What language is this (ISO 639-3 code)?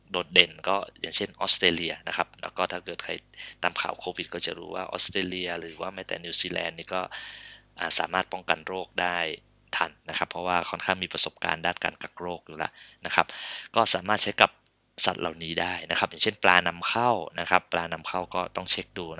tha